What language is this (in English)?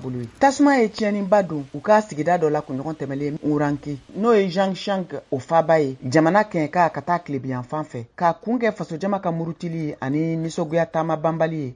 Bambara